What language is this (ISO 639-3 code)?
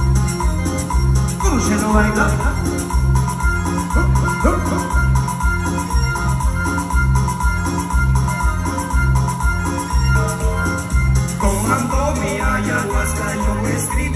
spa